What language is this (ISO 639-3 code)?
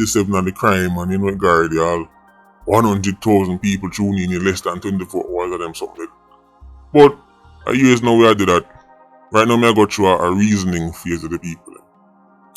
jam